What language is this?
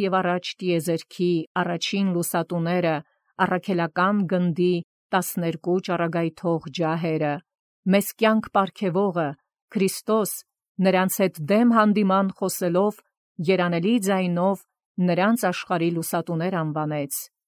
Armenian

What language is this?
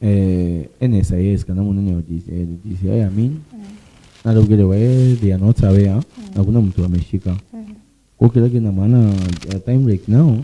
Meru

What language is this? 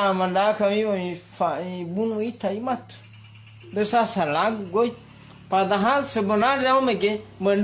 Nias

